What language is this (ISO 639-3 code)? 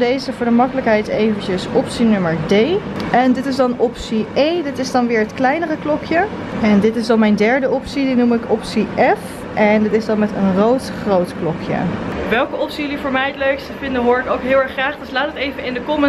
nld